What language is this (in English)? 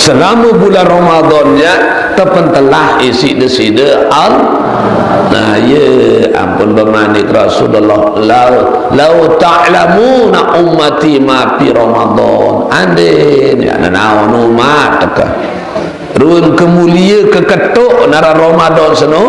Sasak